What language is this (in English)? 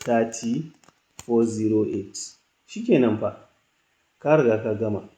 Hausa